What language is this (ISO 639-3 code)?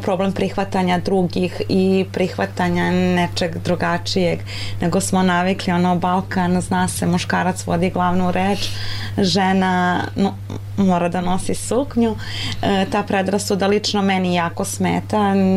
srp